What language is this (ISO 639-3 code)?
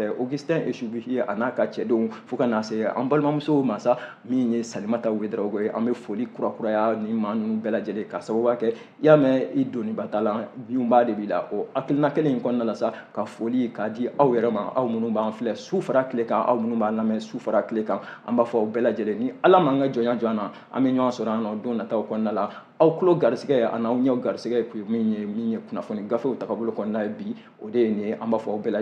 bam